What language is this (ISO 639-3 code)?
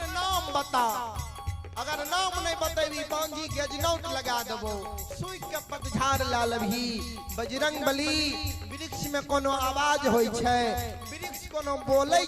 mai